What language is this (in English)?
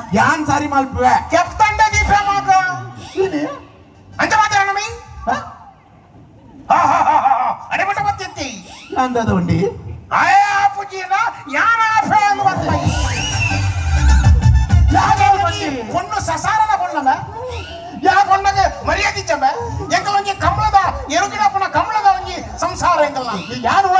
Tulu